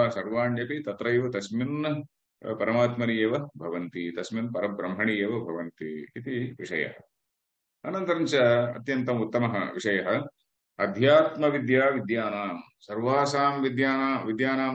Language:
Sanskrit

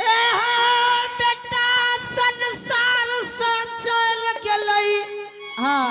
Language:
Angika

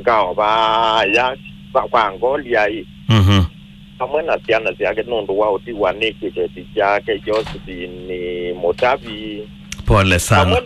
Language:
Kamba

